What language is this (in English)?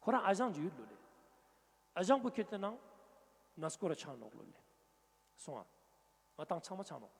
Ladakhi